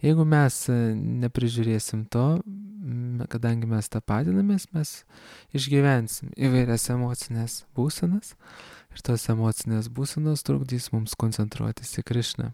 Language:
Lithuanian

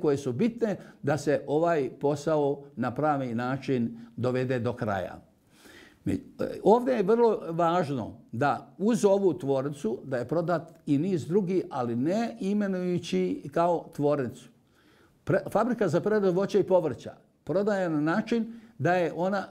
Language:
Bosnian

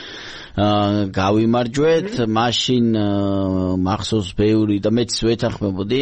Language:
Georgian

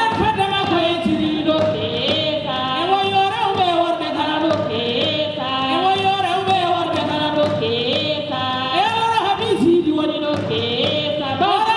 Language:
Fula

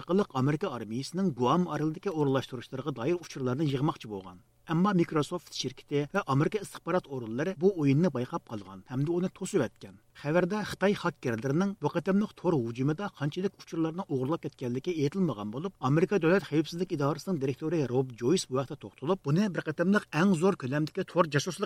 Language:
Uyghur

